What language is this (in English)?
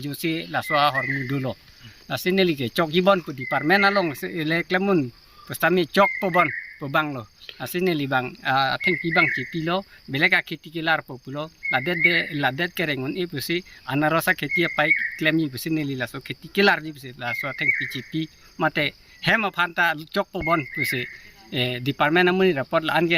Karbi